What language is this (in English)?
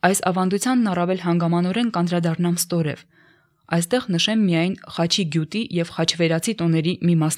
Armenian